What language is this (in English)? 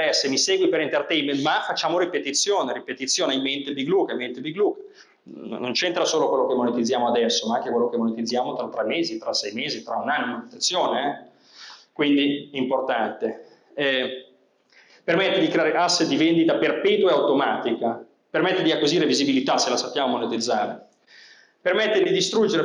Italian